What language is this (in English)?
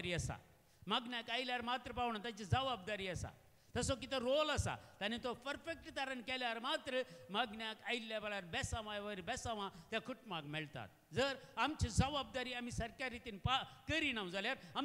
Konkani